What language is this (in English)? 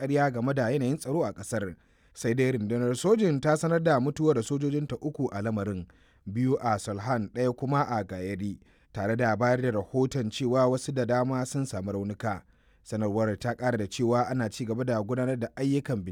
Hausa